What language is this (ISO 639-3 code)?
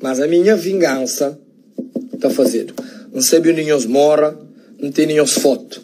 kea